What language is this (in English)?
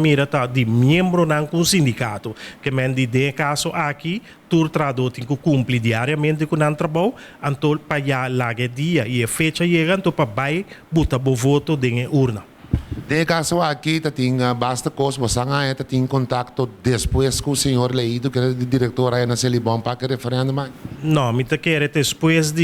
Papiamento